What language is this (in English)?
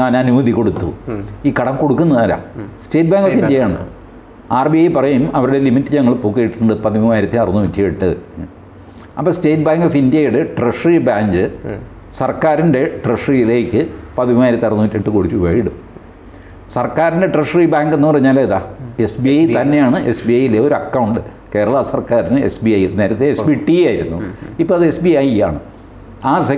Malayalam